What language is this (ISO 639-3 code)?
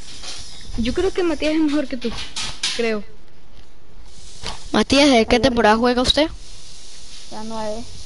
spa